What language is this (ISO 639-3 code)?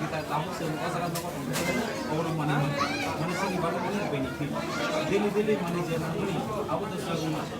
trp